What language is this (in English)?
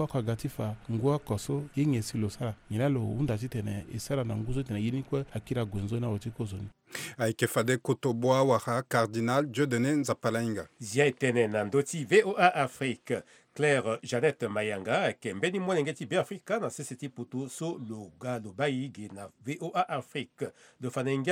Sango